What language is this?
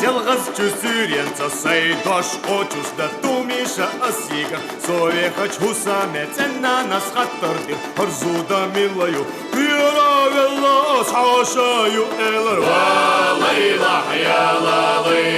Chechen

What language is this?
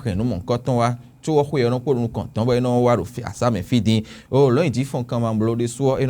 Fon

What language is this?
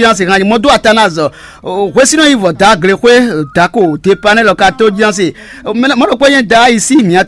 Fon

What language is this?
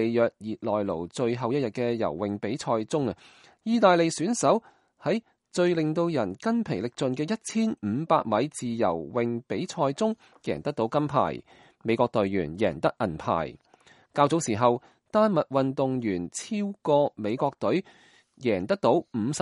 Cantonese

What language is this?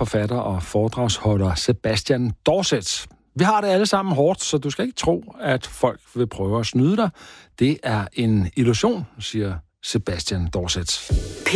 Danish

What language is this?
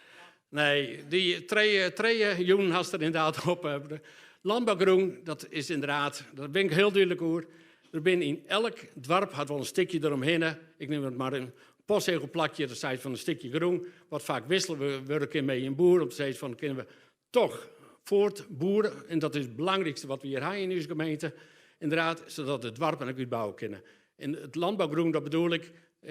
Western Frisian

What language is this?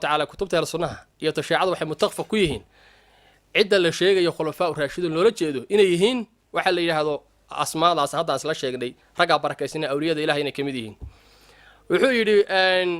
Somali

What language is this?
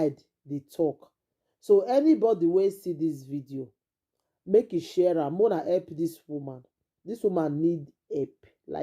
Nigerian Pidgin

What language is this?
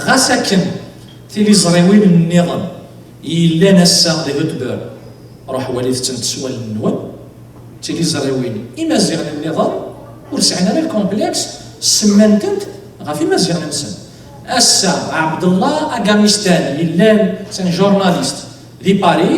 Kabyle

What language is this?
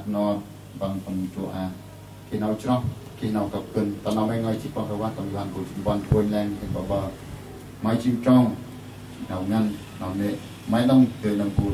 Central Mnong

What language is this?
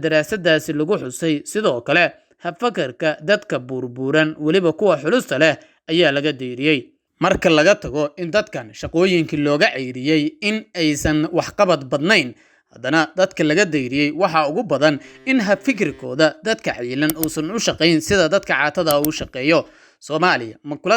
Somali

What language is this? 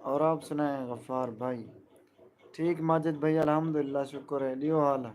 Saraiki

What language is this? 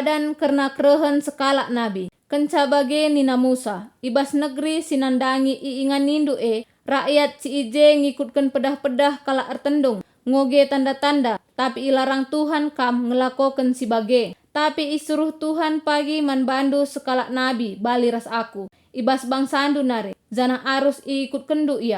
Batak Karo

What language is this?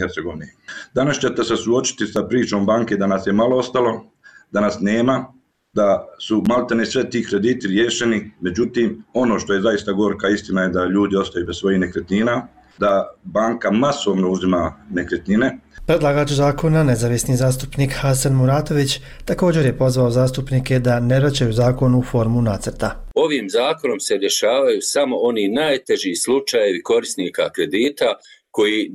Bosnian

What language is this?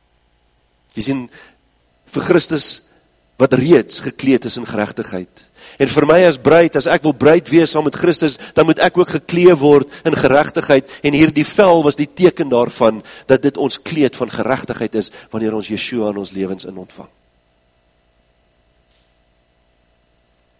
Afrikaans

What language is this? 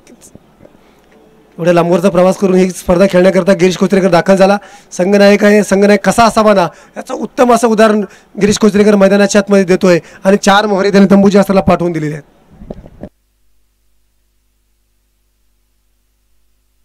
Marathi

